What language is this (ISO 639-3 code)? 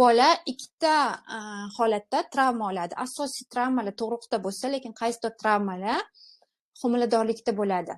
uzb